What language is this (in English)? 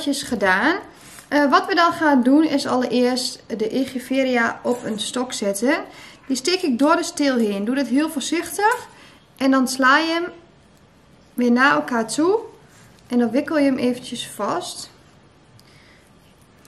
Dutch